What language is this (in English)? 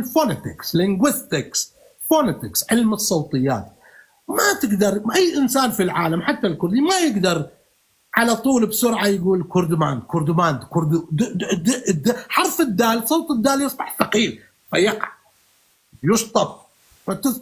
North Levantine Arabic